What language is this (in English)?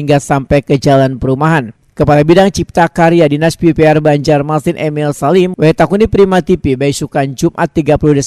Banjar